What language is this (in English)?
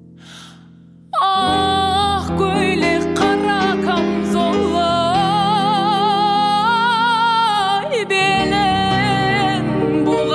Kazakh